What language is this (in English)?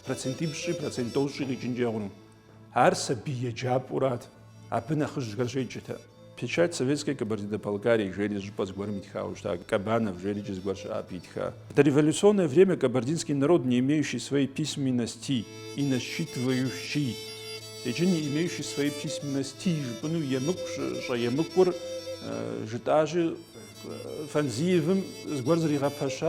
Kabardian